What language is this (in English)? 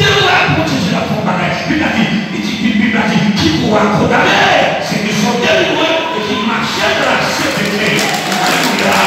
Haitian Creole